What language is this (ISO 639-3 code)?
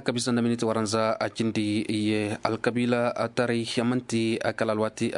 ses